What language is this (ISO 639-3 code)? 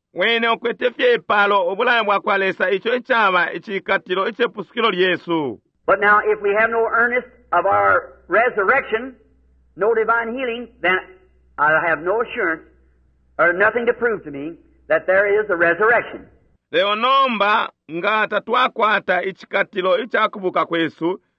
bem